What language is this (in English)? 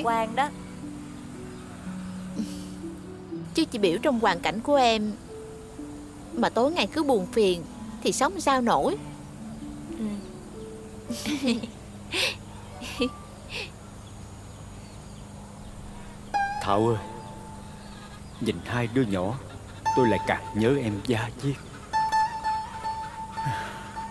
Vietnamese